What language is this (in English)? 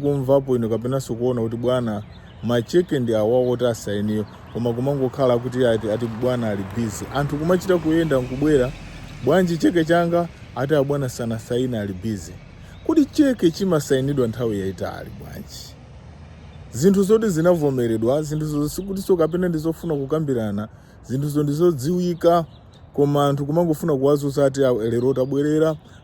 Nyanja